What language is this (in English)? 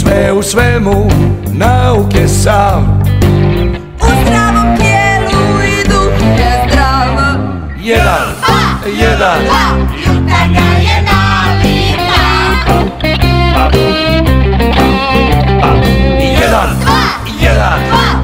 Croatian